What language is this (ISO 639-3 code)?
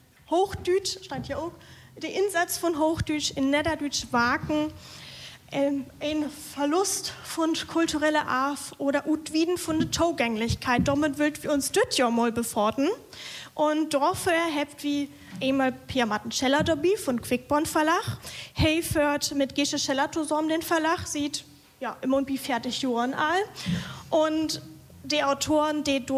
deu